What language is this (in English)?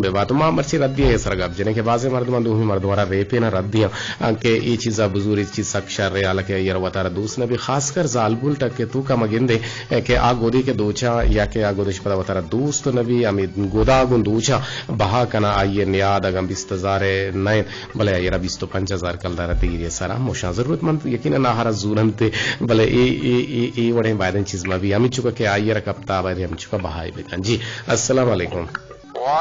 Eastern Balochi